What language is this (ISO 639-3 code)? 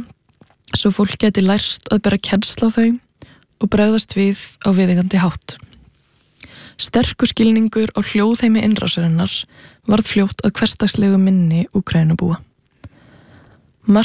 isl